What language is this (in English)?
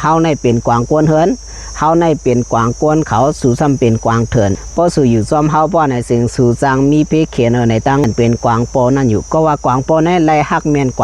Shan